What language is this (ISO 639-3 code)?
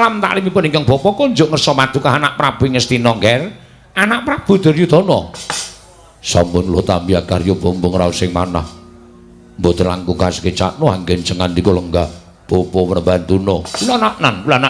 jav